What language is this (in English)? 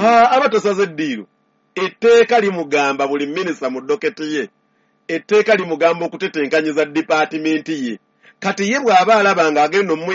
Ganda